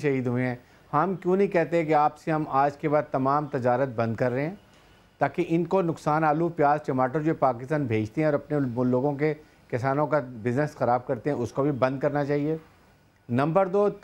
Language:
Urdu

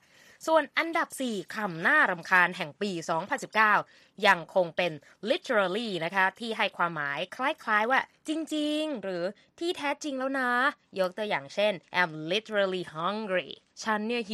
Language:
Thai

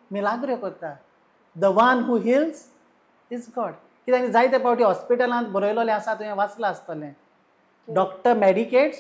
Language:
Konkani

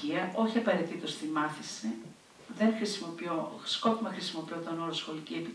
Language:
Greek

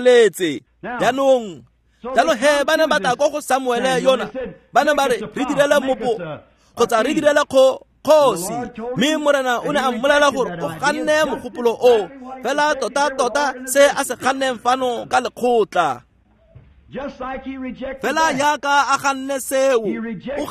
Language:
Tswana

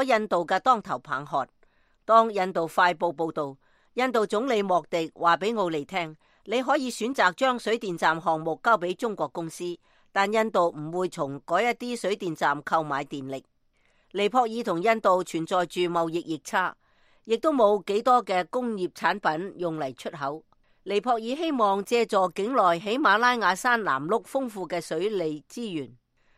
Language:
Cantonese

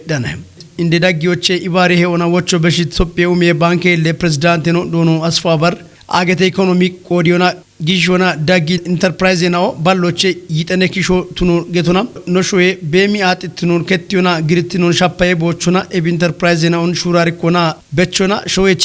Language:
Kafa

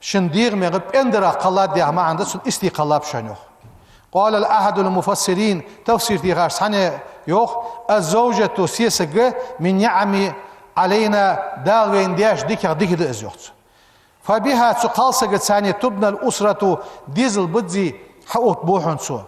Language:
Ingush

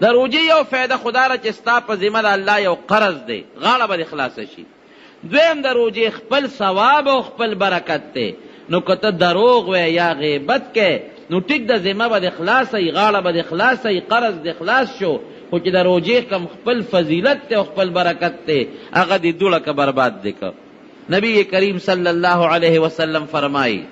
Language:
Pashto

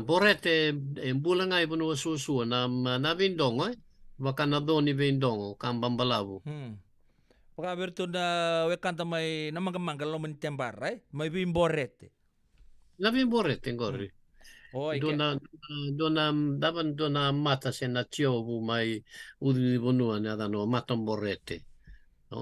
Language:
Fijian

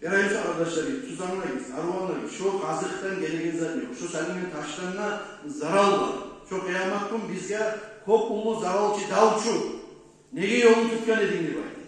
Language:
Kumyk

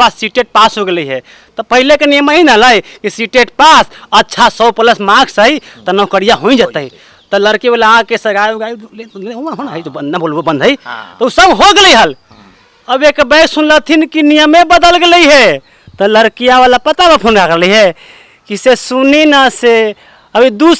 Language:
Magahi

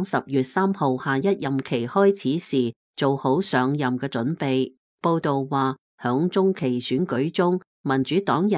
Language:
Cantonese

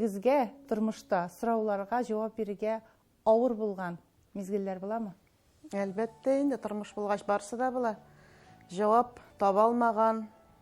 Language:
Tatar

